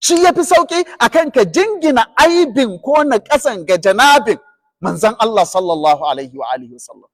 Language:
Hausa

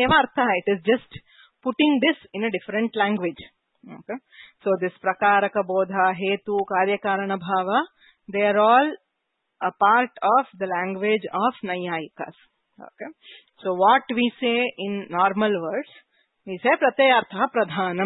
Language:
Sanskrit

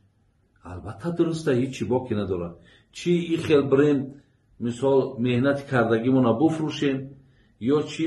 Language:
Tajik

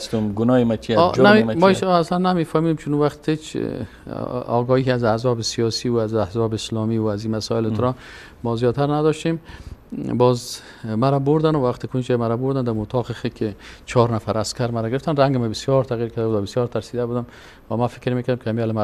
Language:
Persian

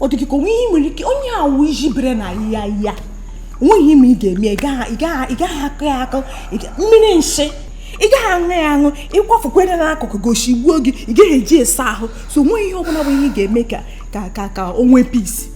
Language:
Igbo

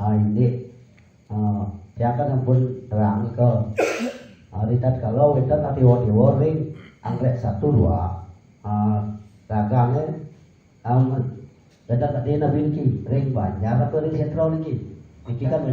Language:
Balinese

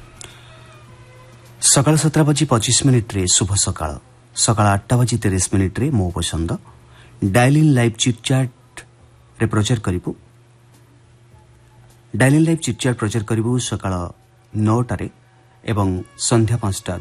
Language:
Odia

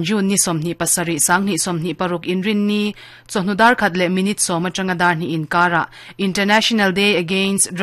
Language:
Mizo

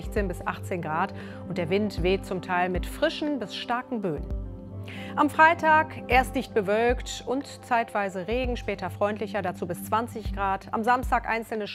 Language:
German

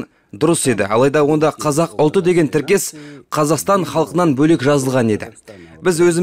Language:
Kazakh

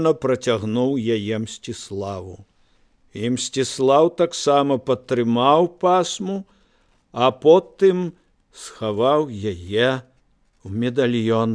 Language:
Belarusian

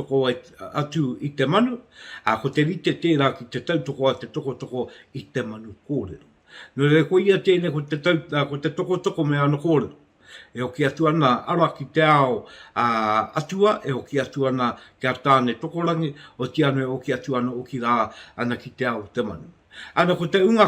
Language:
Māori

